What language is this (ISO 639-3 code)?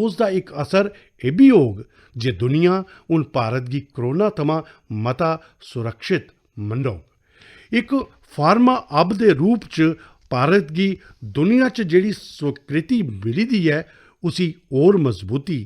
doi